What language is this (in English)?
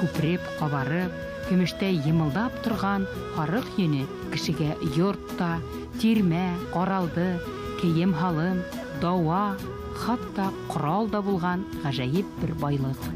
Bashkir